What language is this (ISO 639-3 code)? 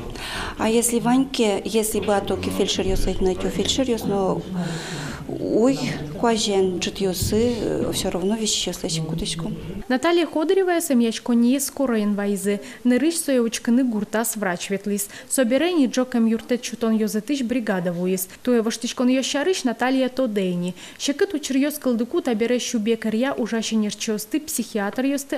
udm